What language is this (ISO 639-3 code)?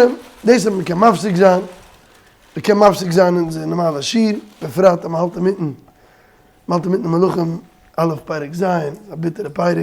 yid